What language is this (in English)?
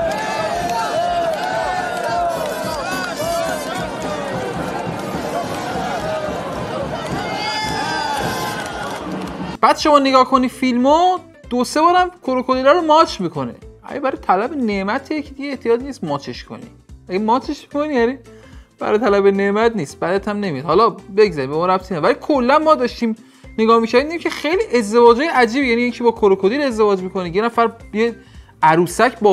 Persian